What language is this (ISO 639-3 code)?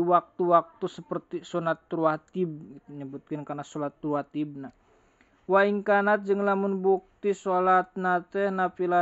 sun